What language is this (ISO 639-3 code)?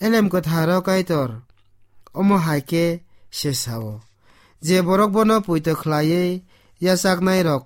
trp